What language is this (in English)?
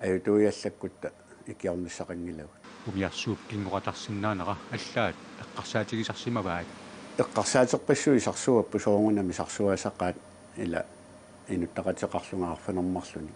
Kalaallisut